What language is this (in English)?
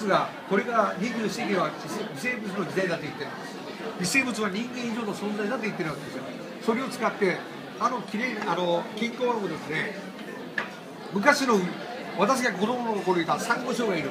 Japanese